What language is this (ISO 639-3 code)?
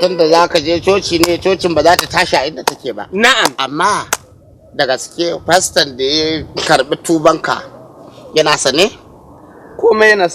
hau